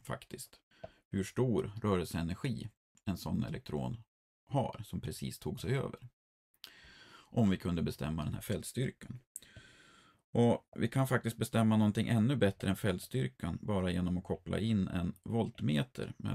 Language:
Swedish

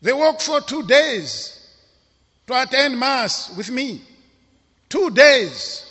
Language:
English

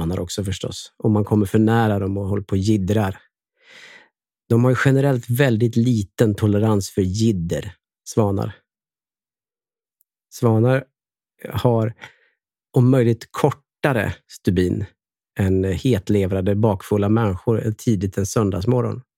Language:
Swedish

